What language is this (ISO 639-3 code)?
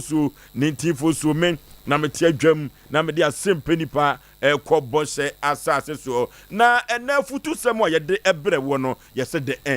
aka